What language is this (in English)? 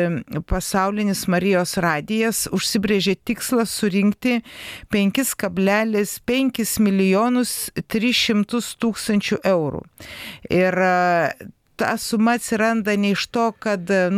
Lithuanian